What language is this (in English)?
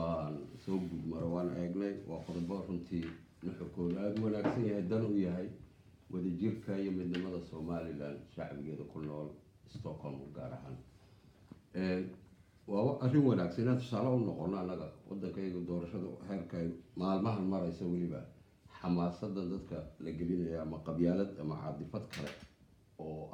Somali